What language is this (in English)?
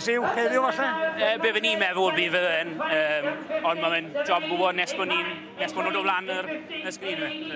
Welsh